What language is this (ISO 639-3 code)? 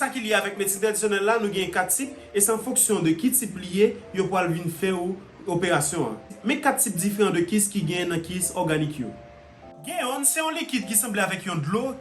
hat